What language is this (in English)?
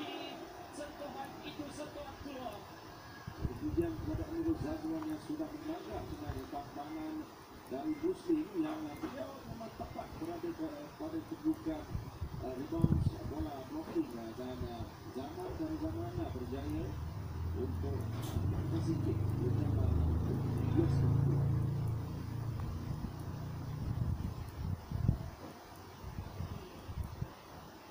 Malay